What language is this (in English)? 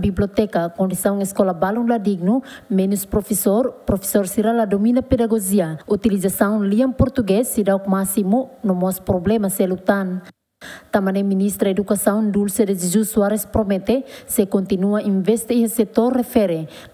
Tetum